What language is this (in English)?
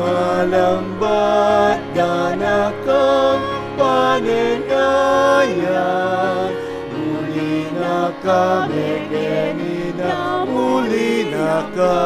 Pampanga